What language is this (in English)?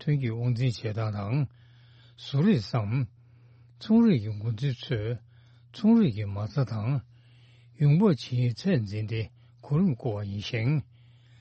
Tibetan